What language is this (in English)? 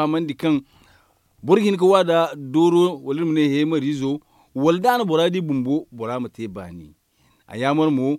Zarma